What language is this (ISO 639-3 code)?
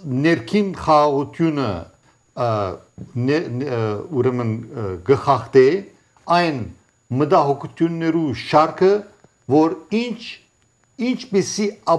hye